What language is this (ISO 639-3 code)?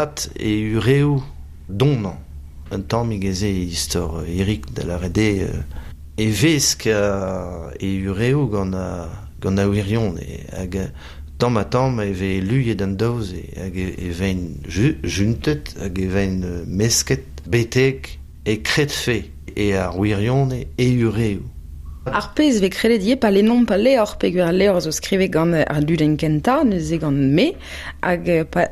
bre